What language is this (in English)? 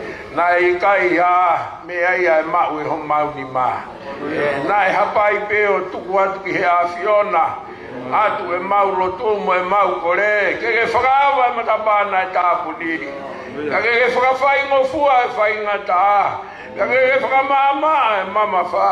Tongan